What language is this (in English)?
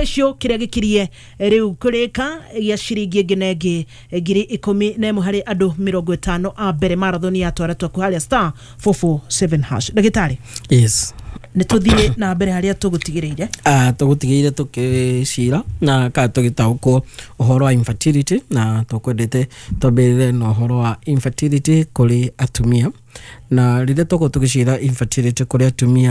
Kikuyu